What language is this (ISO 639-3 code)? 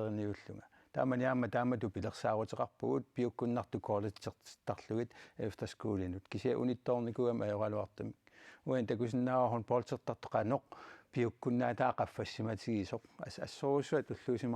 kal